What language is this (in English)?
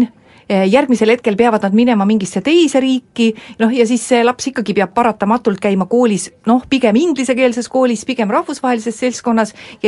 Estonian